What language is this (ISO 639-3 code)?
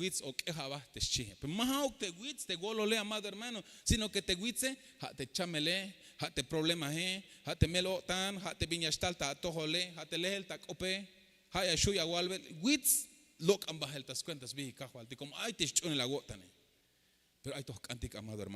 tzh